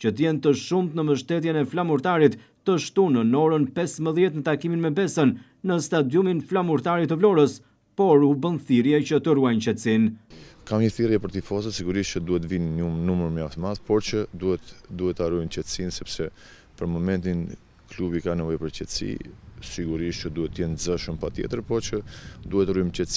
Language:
Albanian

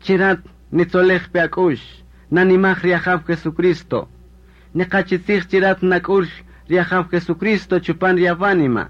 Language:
Kaqchikel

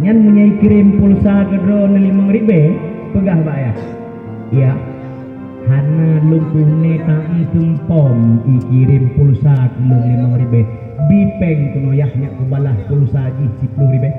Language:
Achinese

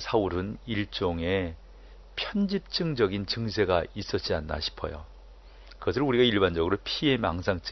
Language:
Korean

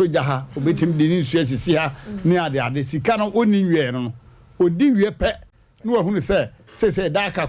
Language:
Akan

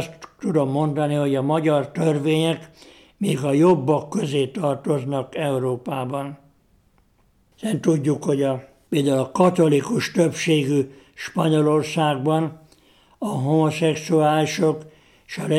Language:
Hungarian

